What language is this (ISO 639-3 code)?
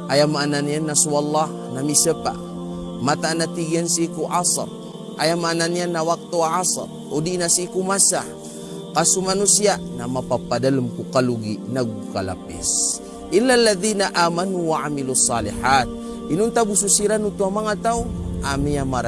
mrw